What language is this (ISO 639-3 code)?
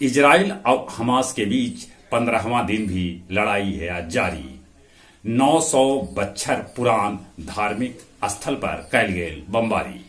mag